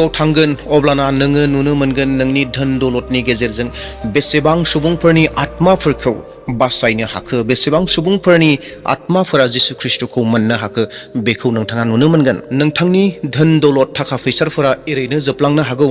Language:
Bodo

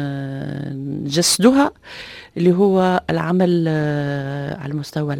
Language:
Tunisian Arabic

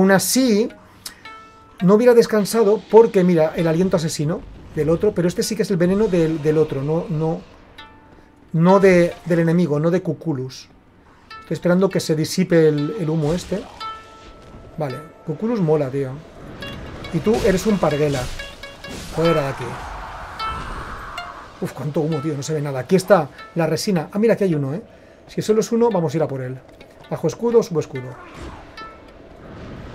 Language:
Spanish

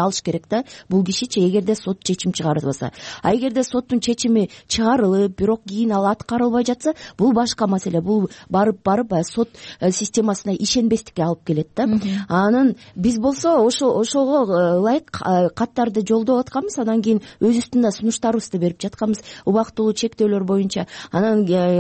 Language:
Kyrgyz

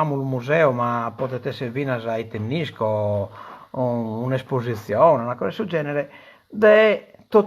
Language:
Sardinian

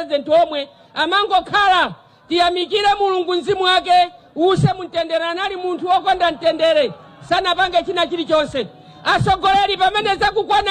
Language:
Nyanja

